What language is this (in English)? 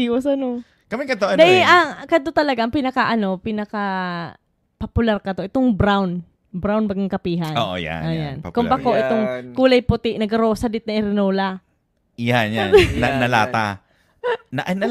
Bikol